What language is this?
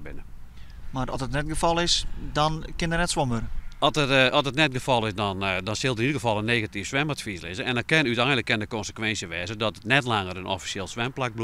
Western Frisian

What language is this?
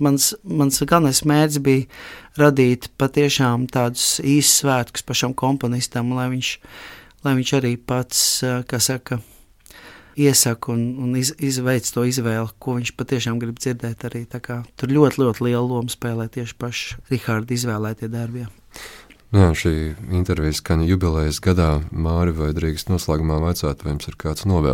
Latvian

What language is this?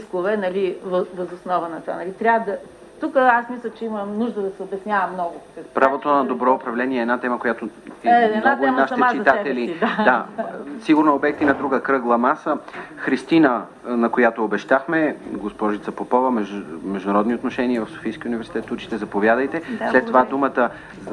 Bulgarian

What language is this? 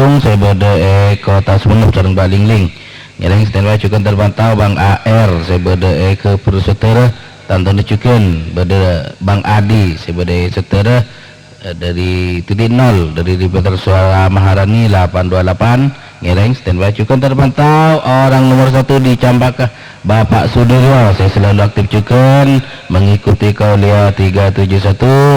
Madurese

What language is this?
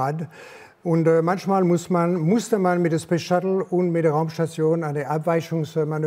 German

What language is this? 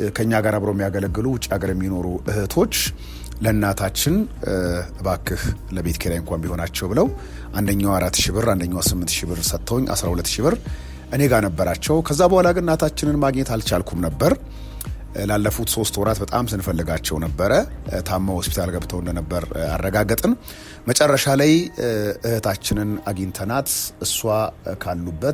Amharic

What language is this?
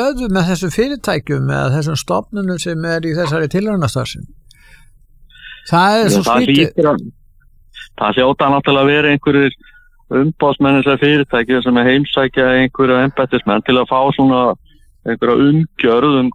Icelandic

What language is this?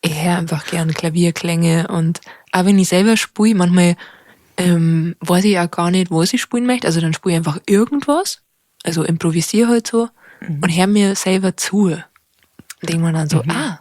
Bavarian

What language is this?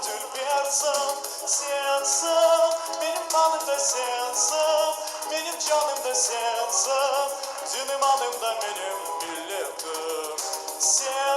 Crimean Tatar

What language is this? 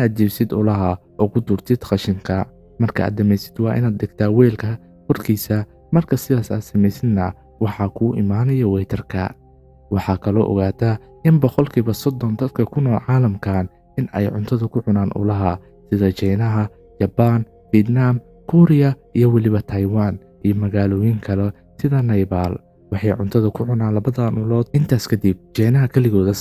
Somali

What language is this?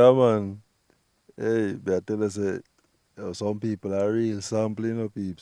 Jamaican Creole English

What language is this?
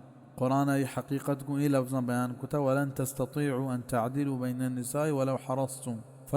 Baluchi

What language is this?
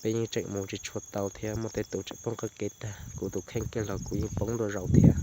Hmong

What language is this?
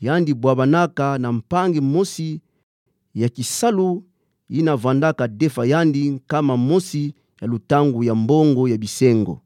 Kituba (Democratic Republic of Congo)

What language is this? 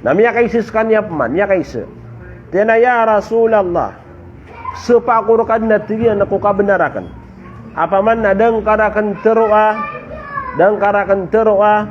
Maranao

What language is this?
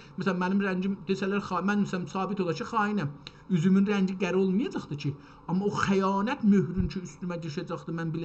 South Azerbaijani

